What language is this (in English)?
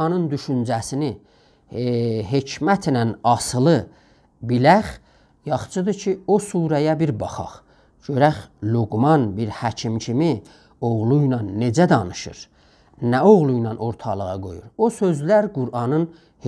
South Azerbaijani